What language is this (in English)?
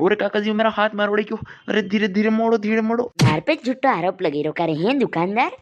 Rajasthani